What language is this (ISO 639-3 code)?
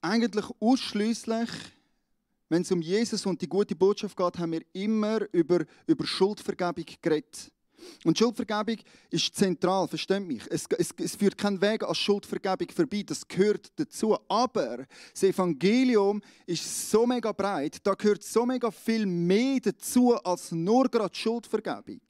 gsw